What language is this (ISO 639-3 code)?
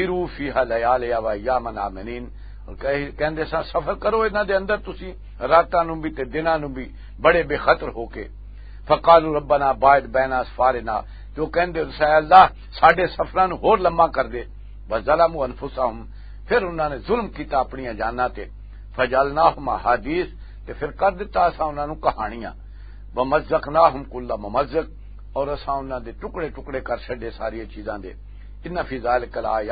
lah